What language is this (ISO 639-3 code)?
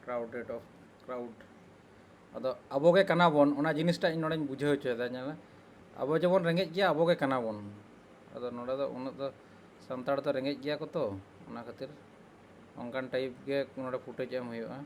sat